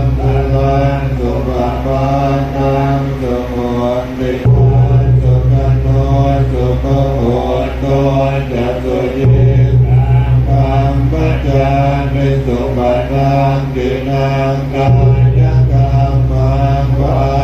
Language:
Pali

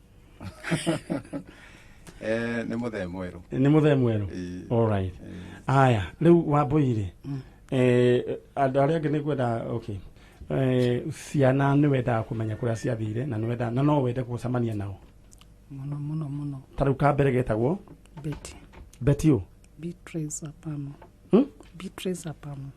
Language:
Kikuyu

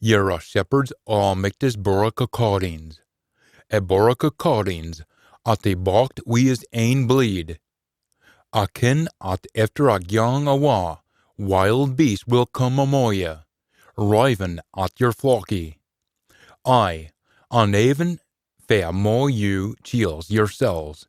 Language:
Scots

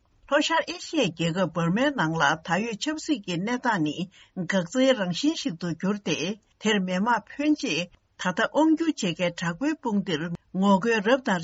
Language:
Tibetan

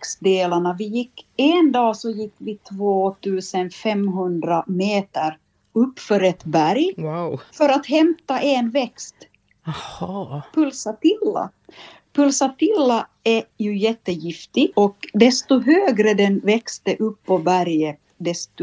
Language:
Swedish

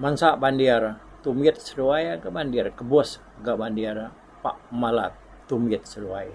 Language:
Iban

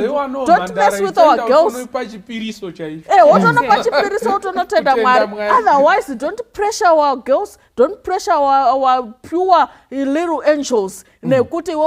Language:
Shona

